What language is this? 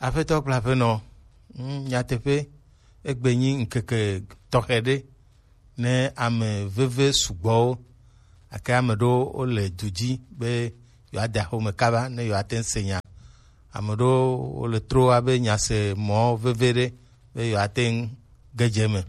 Gen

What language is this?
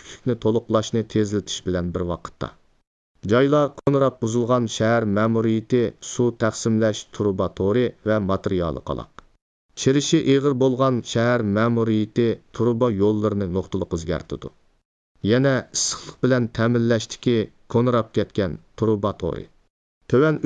Uyghur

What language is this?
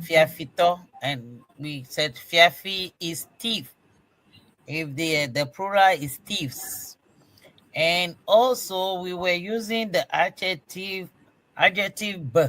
Ewe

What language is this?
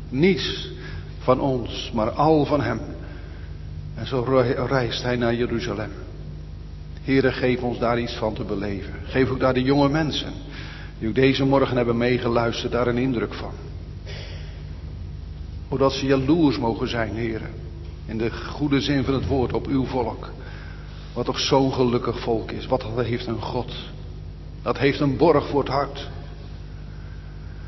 Dutch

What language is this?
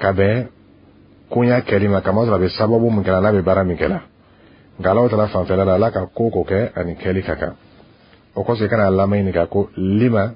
Bambara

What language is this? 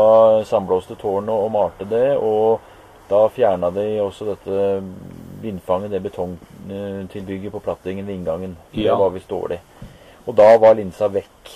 Norwegian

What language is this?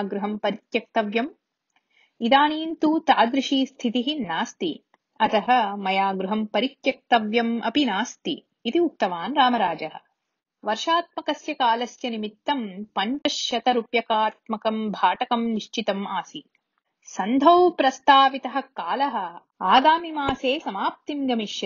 Sanskrit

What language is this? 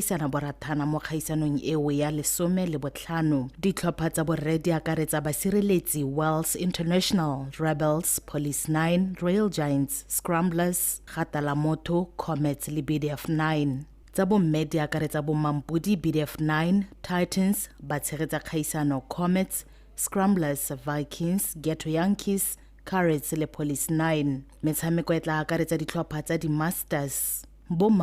Tswana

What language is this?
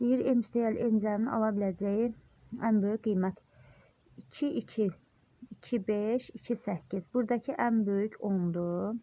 Azerbaijani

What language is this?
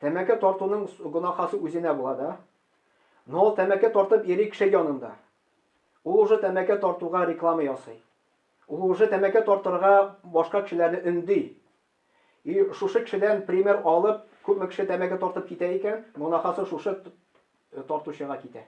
Tatar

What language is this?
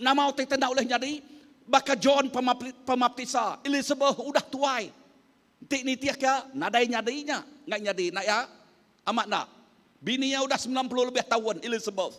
Iban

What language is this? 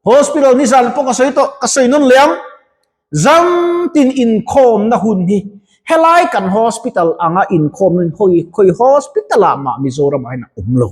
Mizo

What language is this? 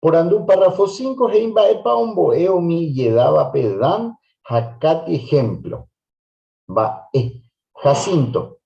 Guarani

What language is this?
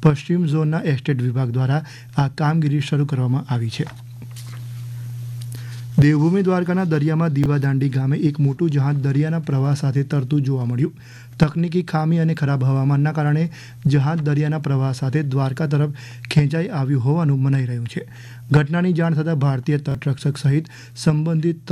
Gujarati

